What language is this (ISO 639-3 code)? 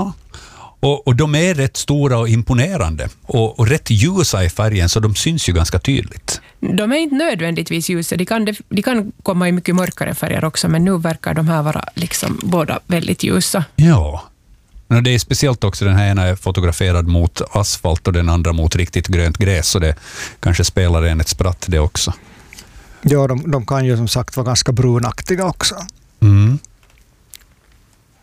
swe